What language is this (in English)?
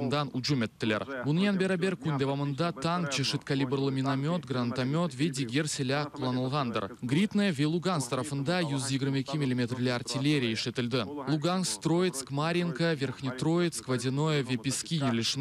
Crimean Tatar